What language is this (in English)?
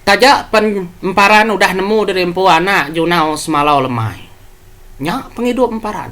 Iban